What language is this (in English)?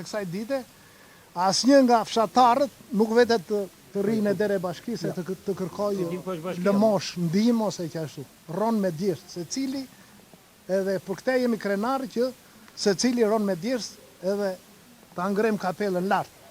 Albanian